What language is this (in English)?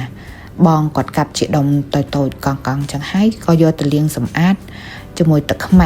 Khmer